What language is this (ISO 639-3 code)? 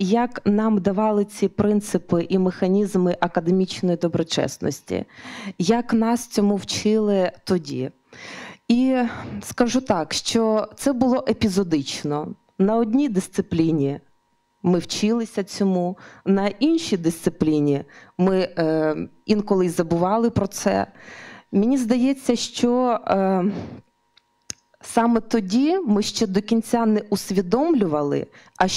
ukr